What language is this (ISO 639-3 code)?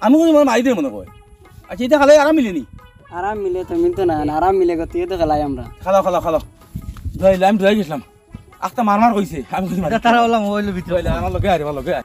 syl